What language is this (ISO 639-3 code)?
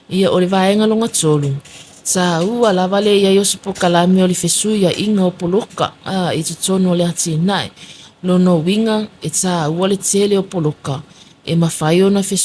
smo